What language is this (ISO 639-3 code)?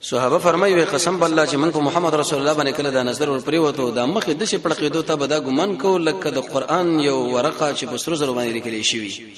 pus